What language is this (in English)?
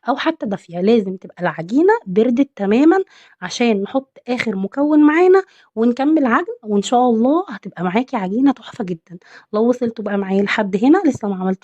Egyptian Arabic